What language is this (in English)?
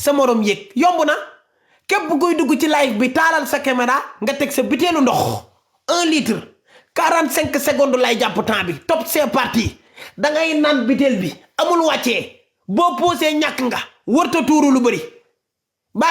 Wolof